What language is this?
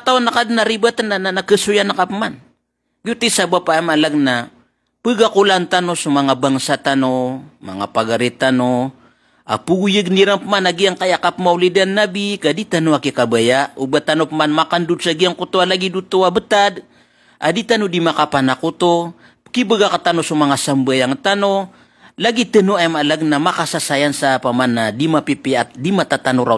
Maranao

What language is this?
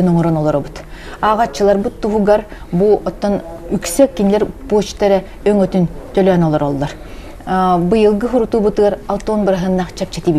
Yakut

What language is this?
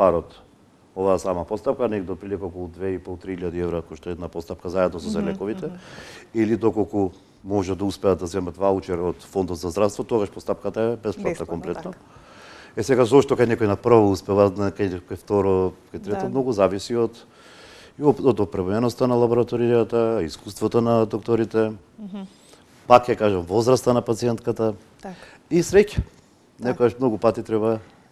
Macedonian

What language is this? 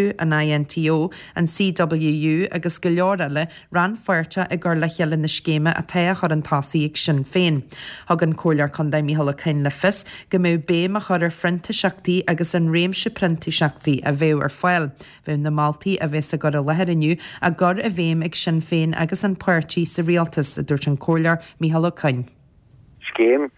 Irish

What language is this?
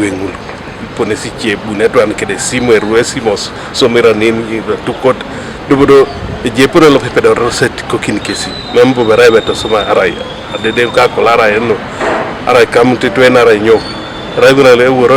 Teso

